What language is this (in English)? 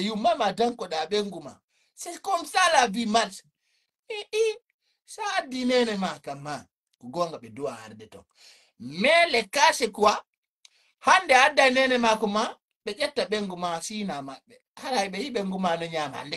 Fula